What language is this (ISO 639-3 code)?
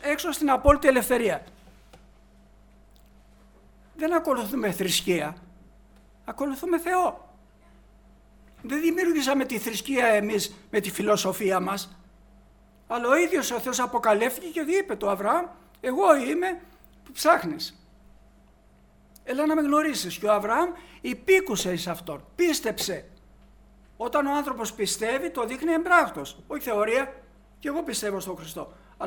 ell